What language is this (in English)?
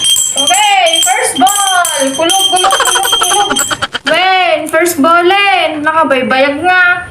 Iloko